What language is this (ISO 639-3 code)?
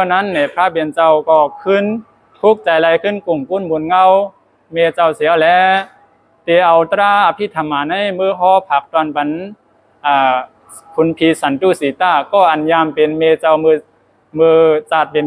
shn